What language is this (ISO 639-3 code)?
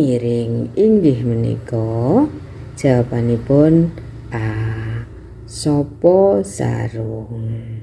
jav